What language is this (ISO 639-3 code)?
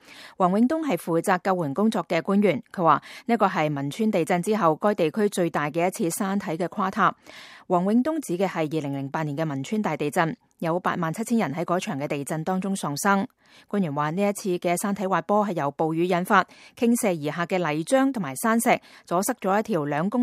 yue